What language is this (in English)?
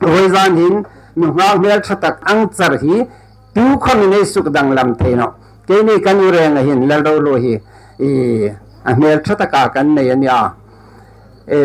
Hmar